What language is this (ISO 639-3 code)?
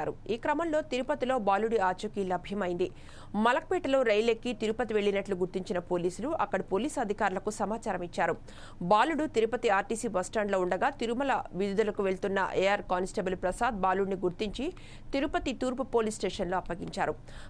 tel